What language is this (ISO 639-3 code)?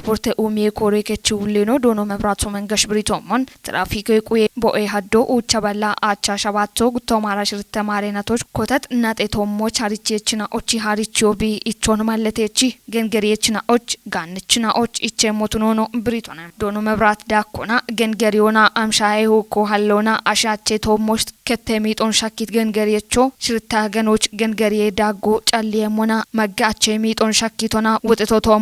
kbr